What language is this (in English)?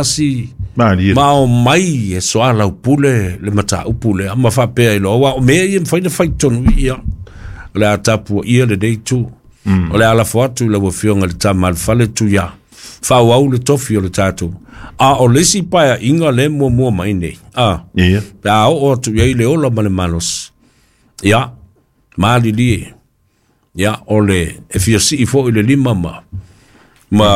Samoan